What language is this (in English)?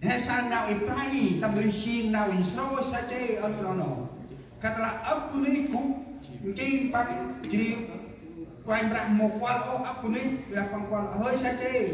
Central Mnong